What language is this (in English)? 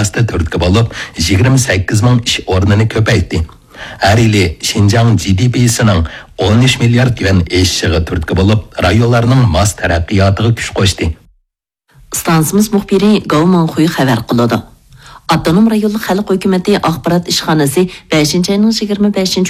Uyghur